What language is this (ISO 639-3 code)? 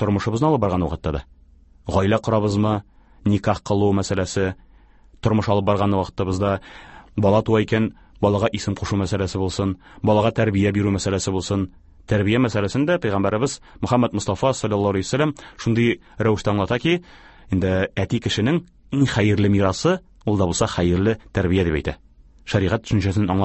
tat